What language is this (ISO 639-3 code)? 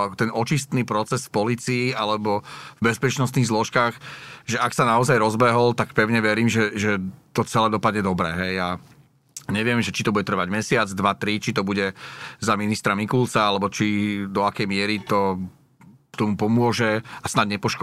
slk